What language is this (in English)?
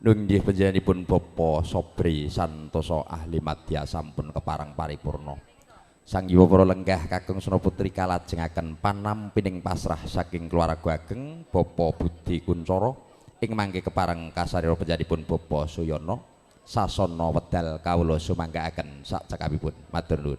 Javanese